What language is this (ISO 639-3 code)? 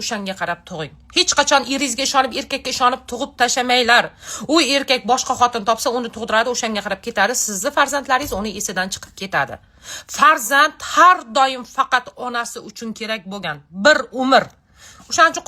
uzb